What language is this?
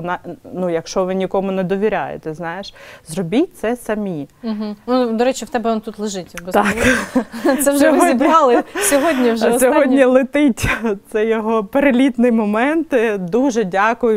Ukrainian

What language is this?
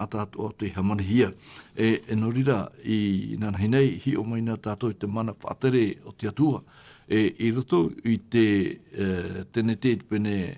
Tahitian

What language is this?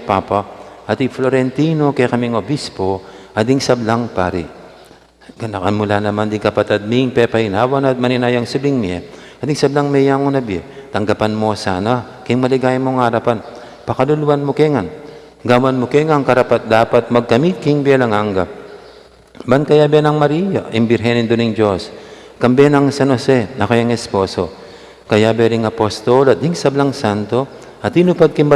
Pampanga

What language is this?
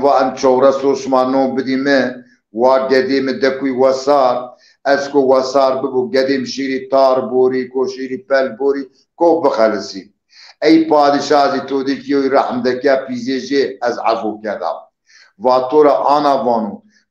Zaza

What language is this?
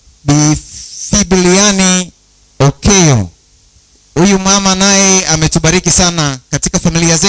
Swahili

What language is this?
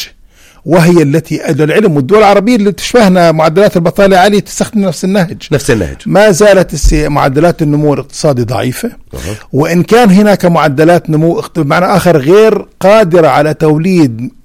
North Levantine Arabic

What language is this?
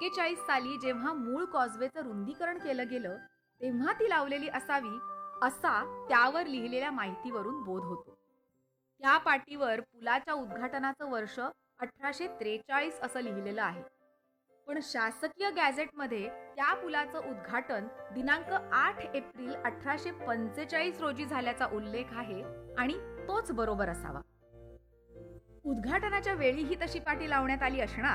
Marathi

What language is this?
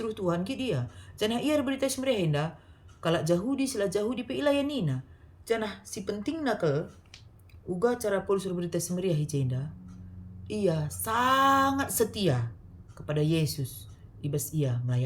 Batak Karo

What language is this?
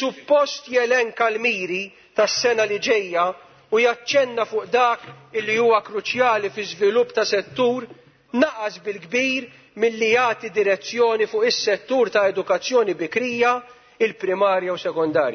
Maltese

